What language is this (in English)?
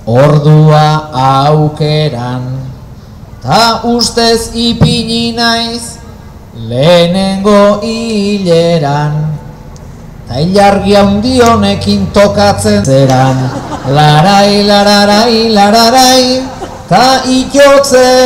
Basque